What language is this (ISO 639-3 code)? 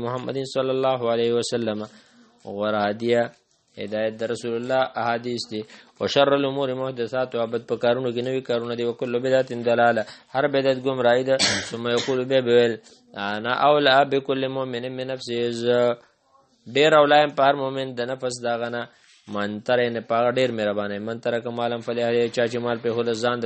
pus